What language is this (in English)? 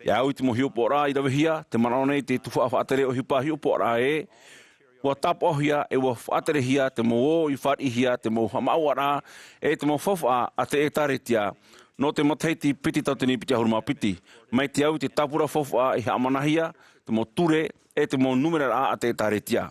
Tahitian